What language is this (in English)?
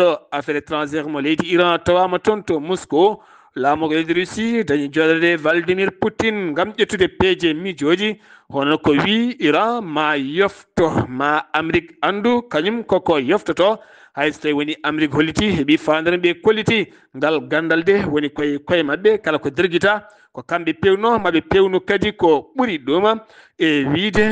Fula